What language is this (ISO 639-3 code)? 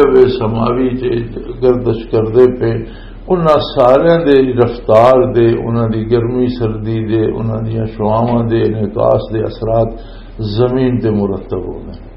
lah